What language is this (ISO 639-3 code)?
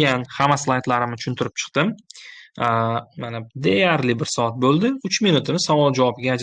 uzb